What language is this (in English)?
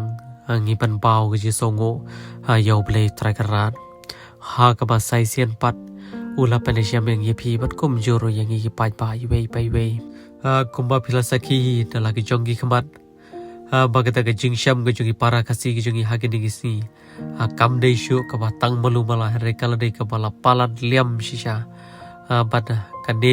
Khasi